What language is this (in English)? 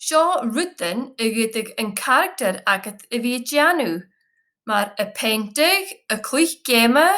Scottish Gaelic